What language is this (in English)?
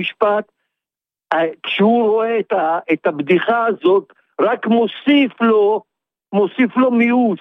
Hebrew